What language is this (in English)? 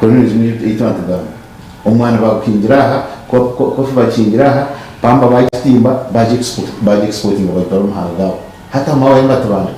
Nyankole